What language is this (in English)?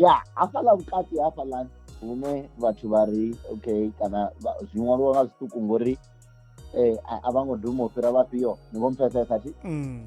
Venda